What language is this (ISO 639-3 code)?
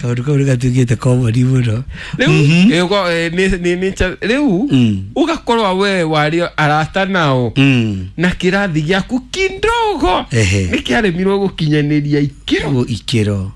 kik